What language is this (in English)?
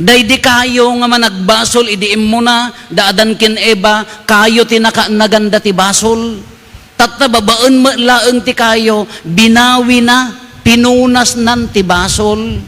Iloko